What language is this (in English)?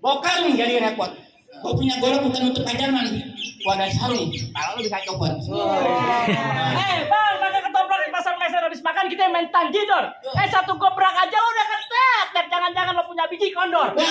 Betawi